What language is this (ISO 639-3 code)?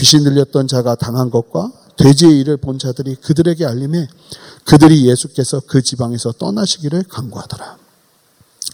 kor